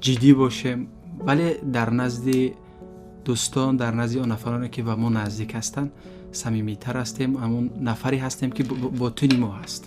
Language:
Tajik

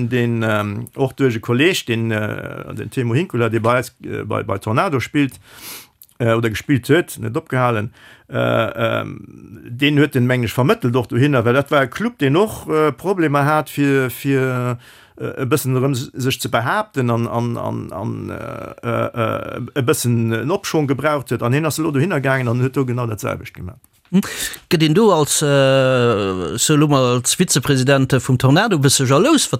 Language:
Luxembourgish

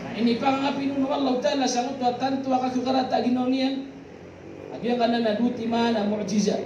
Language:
Maranao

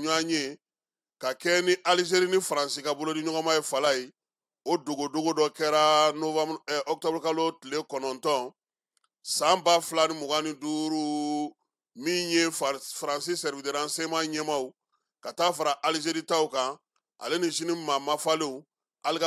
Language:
Bambara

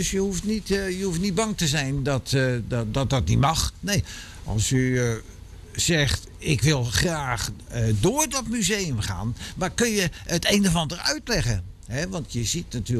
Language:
Dutch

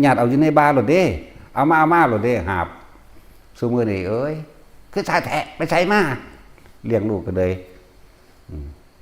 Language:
Northeastern Thai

